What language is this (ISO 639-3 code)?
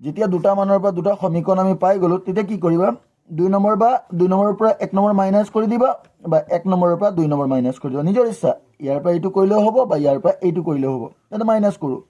asm